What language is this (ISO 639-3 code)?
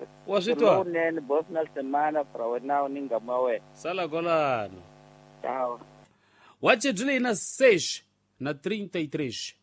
tso